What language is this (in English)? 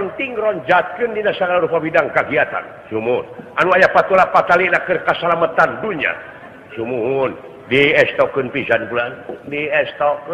Sundanese